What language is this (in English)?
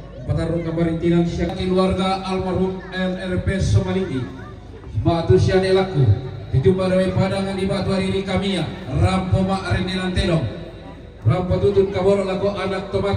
Toraja-Sa'dan